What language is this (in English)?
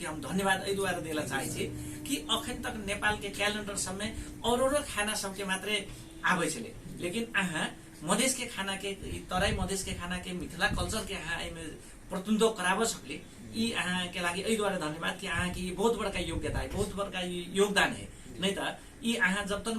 Maithili